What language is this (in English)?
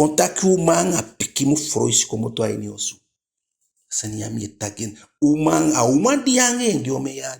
Eastern Maroon Creole